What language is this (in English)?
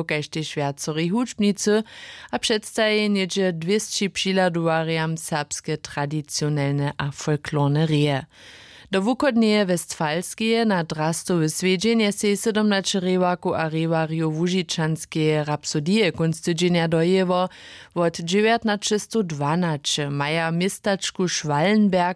Upper Sorbian